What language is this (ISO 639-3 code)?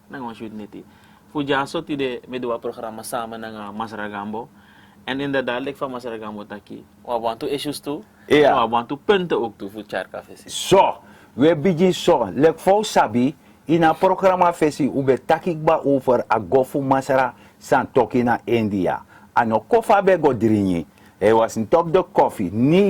srn